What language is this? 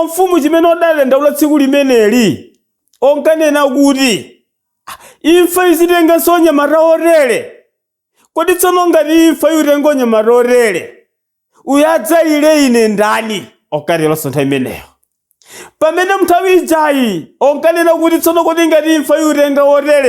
Nyanja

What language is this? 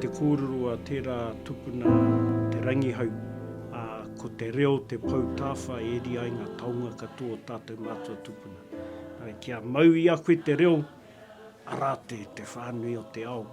Māori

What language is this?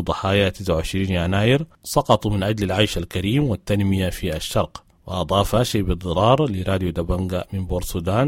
Sudanese Arabic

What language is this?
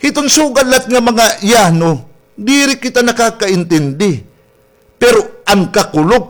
Waray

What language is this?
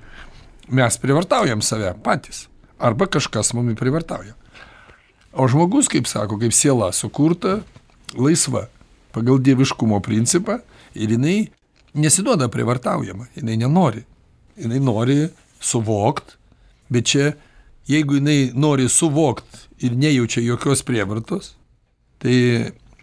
Lithuanian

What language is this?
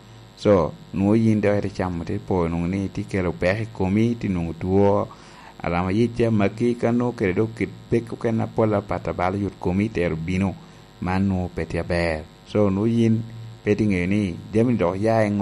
Lango (Uganda)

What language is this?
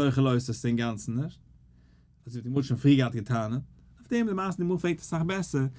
Yiddish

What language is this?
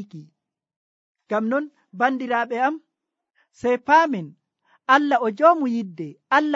Nigerian Fulfulde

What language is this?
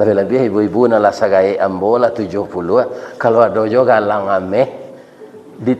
Minangkabau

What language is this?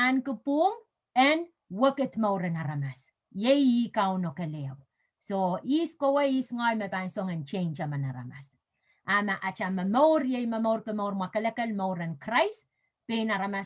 Pohnpeian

